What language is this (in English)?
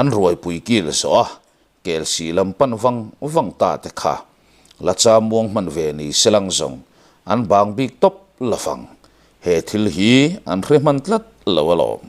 Mizo